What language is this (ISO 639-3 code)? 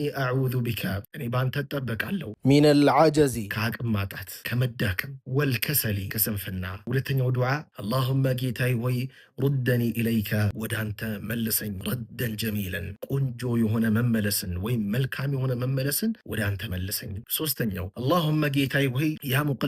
amh